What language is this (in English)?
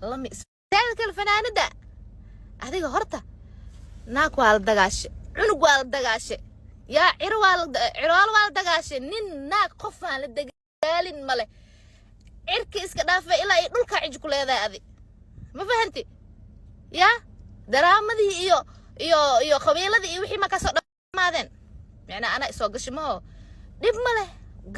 Somali